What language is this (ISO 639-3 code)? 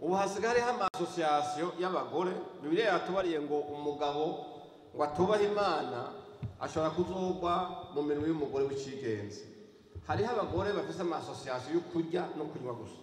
run